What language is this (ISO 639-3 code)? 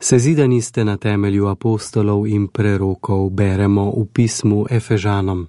slv